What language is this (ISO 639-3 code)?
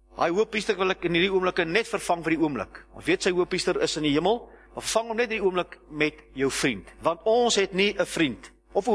afr